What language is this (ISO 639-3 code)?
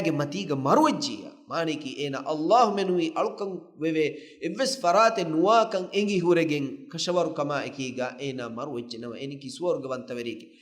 div